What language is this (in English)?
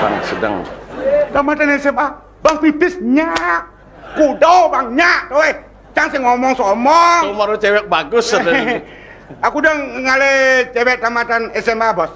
Balinese